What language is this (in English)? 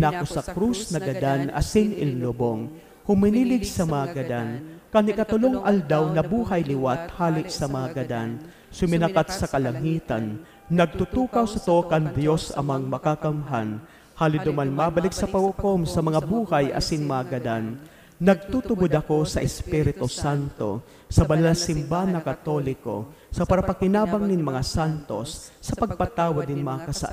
Bikol